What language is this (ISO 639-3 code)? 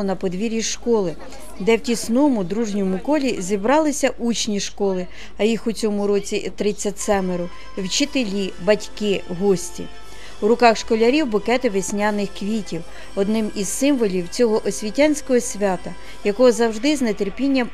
ukr